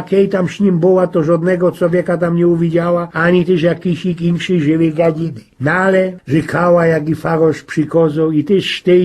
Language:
Silesian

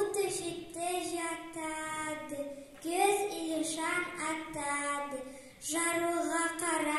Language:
Karachay-Balkar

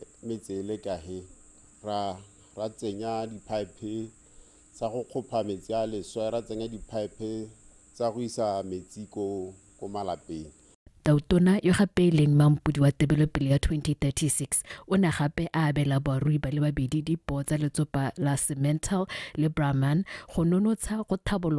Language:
Tswana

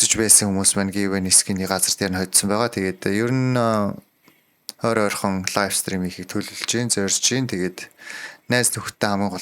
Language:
Mongolian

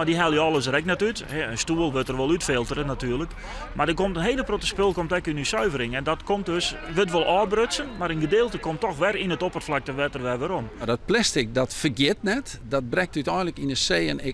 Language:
Western Frisian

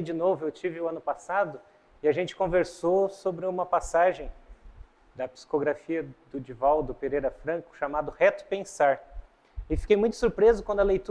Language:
Portuguese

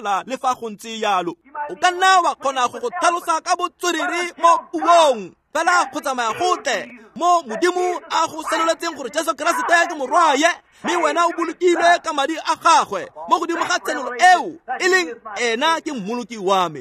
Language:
Tswana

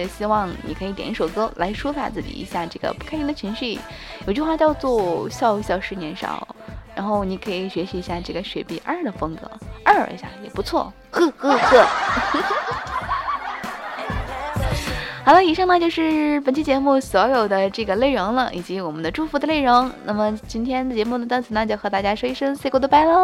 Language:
Chinese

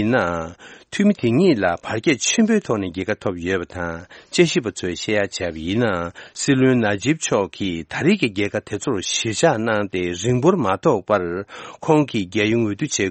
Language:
Tibetan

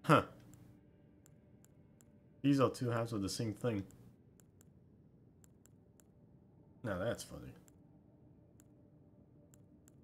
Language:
English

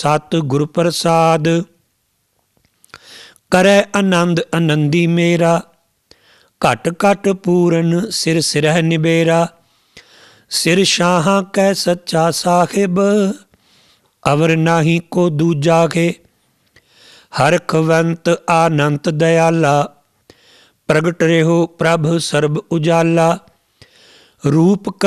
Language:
Punjabi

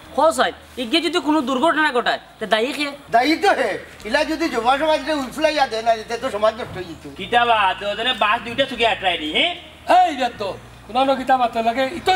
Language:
Sylheti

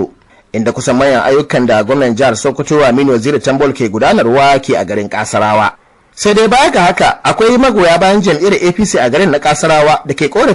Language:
Hausa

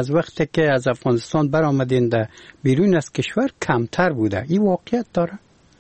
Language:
Persian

